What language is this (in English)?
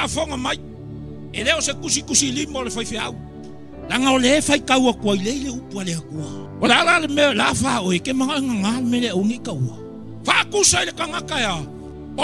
Samoan